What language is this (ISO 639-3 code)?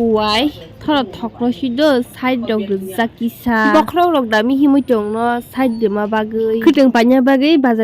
trp